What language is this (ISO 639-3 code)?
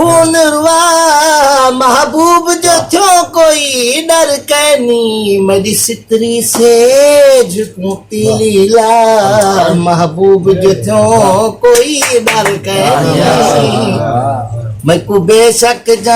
skr